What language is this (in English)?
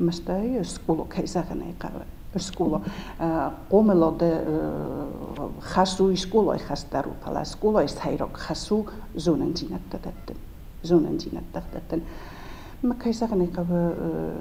Ossetic